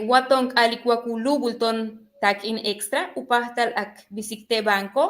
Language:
Yucateco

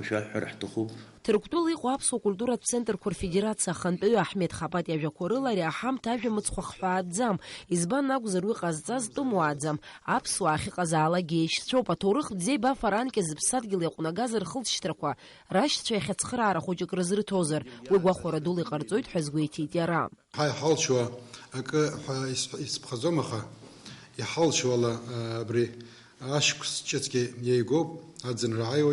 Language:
Abkhazian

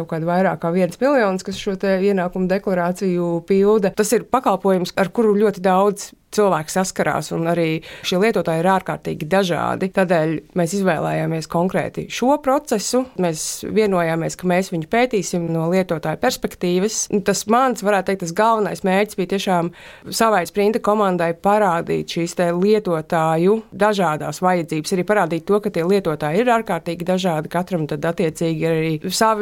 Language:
Latvian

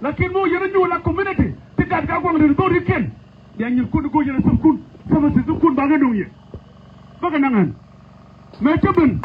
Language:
Nuer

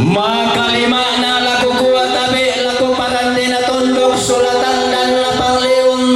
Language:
Toraja-Sa'dan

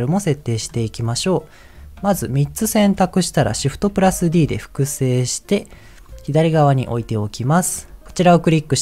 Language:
Japanese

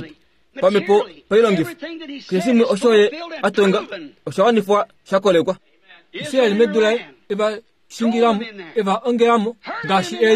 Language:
Kuanyama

